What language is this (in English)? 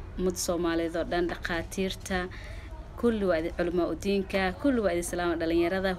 Somali